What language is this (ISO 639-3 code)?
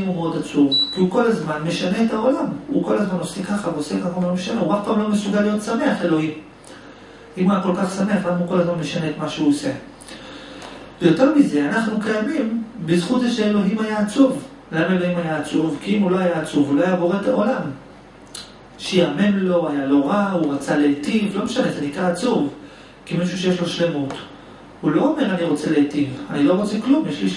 heb